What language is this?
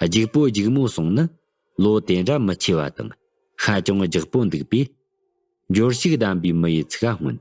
Tibetan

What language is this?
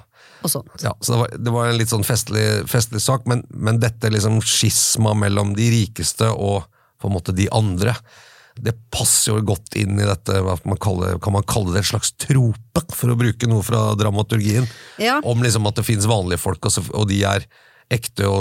Norwegian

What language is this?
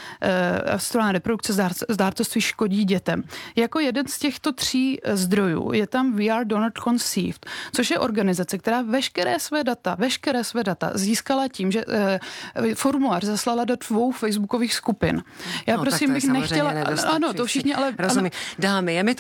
Czech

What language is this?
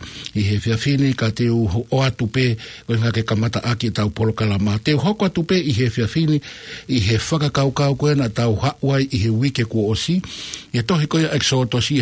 Tongan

